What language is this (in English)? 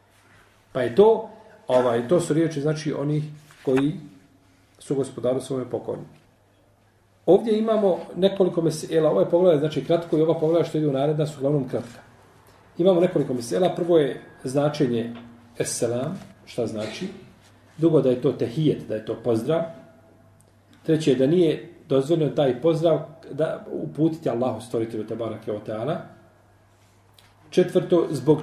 Bosnian